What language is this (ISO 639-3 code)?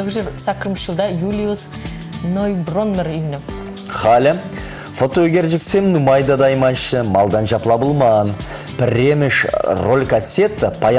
chv